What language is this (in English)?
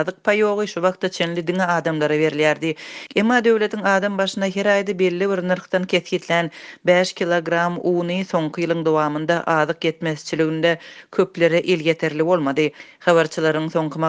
Turkmen